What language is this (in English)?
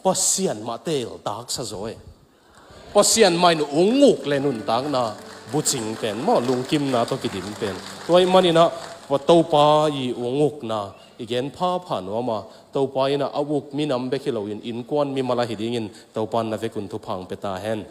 Tedim Chin